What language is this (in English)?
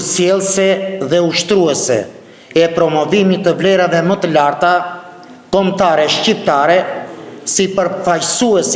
Albanian